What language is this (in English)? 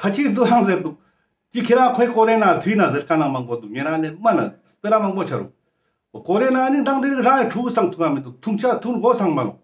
Ladakhi